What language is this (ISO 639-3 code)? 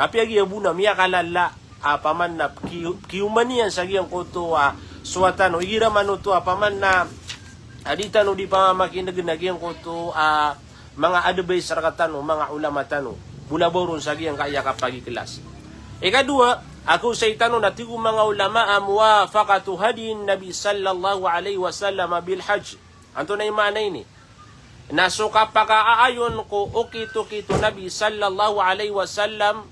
mrw